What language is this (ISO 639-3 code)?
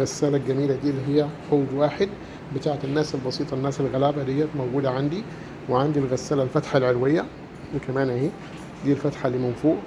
arz